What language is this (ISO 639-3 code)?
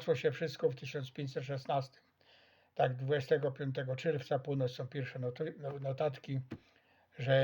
szl